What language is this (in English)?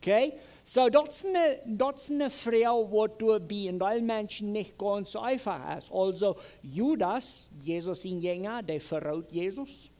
Plautdietsch